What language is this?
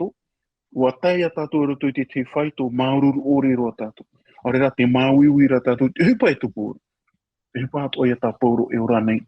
Tahitian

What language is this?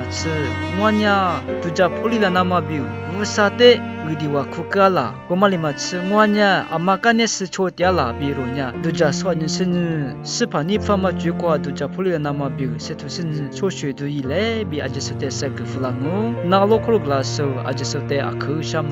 Lisu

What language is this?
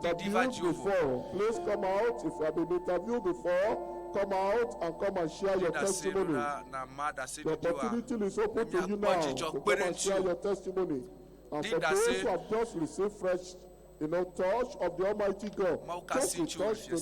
Ewe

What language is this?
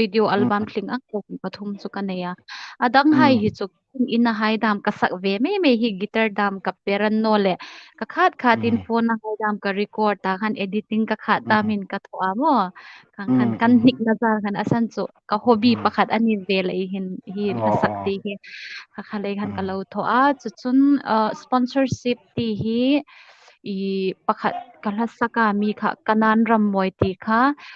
Hmar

